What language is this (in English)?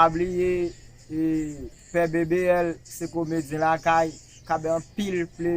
Haitian Creole